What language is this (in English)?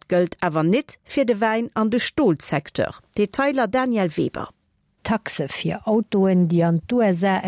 Luxembourgish